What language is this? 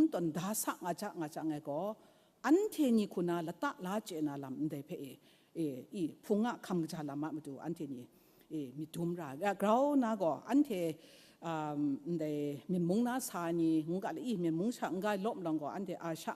Kachin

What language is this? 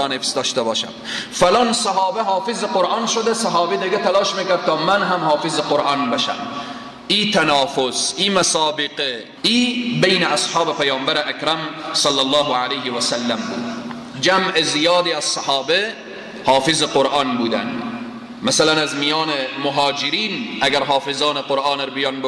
Persian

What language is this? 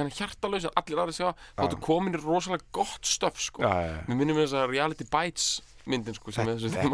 Icelandic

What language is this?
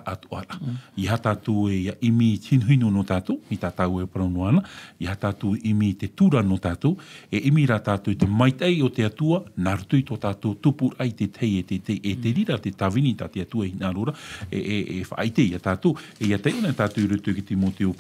Tahitian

